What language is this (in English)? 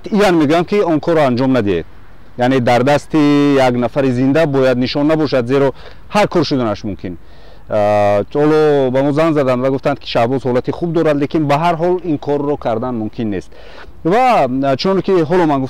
Tajik